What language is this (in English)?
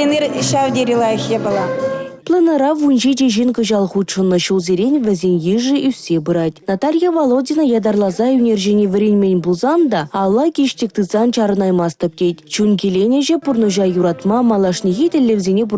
Chuvash